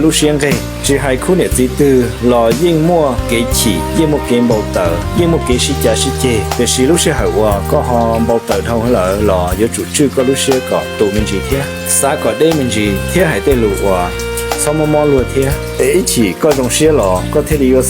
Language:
Hmong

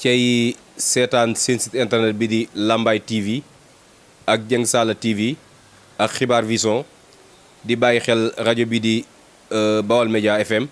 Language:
Wolof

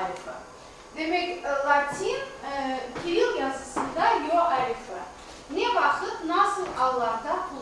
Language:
Crimean Tatar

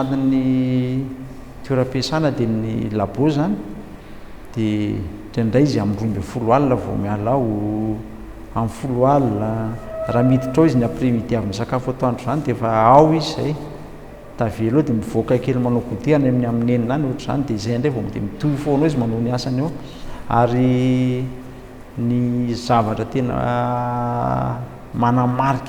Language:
Malagasy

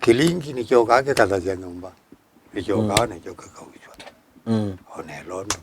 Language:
Kamba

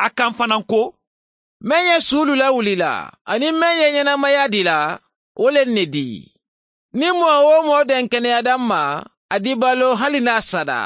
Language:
Mandingo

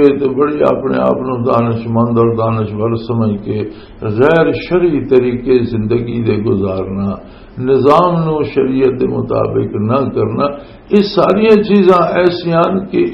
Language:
Western Panjabi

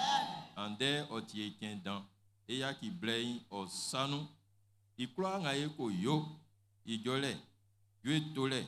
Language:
Baoulé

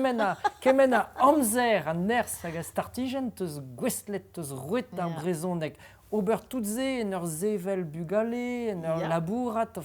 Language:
Breton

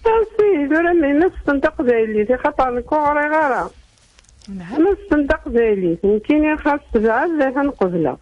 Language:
Kabyle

